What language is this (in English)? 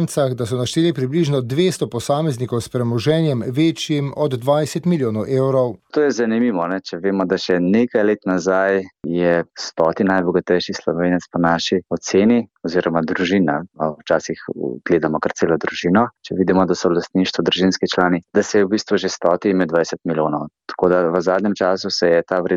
Slovenian